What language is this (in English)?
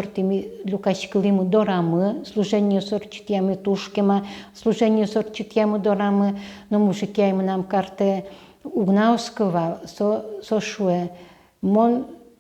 Udmurt